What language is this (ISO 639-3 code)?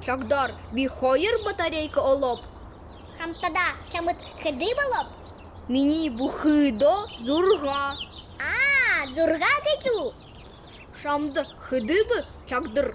bua